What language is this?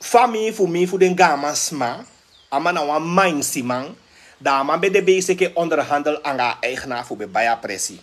Sranan Tongo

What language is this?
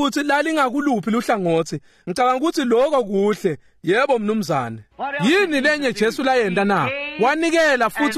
Swati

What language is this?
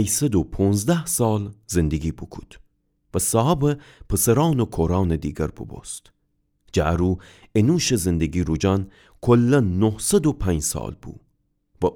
Gilaki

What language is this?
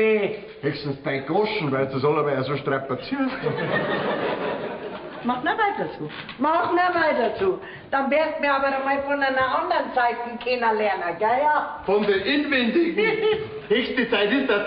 Bavarian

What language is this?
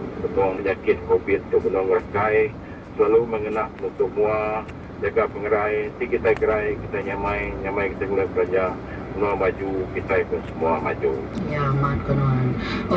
Iban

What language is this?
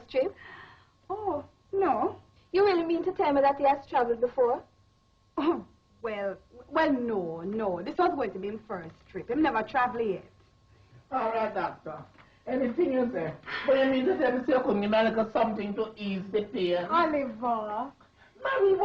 Jamaican Creole English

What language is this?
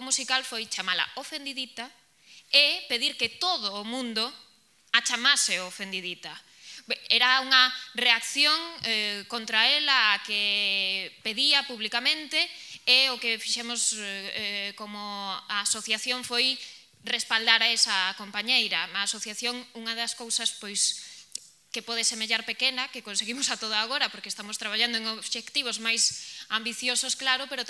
Galician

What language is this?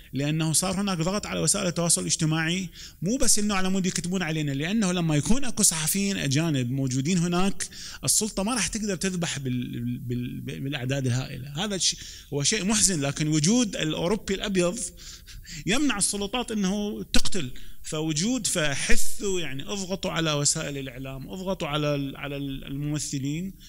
Mesopotamian Arabic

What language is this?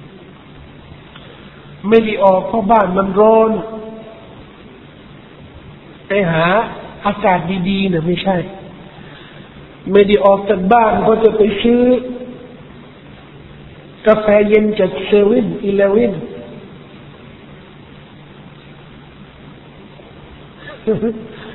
Thai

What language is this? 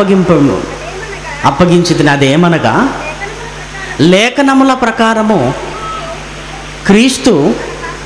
Telugu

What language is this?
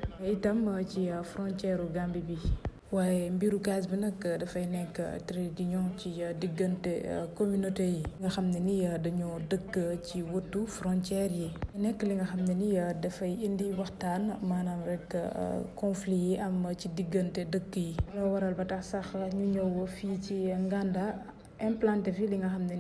Wolof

